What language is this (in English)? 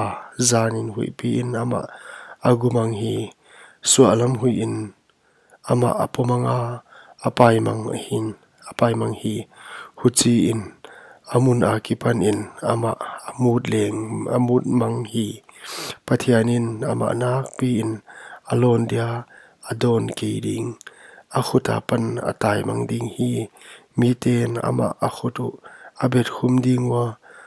Paite Chin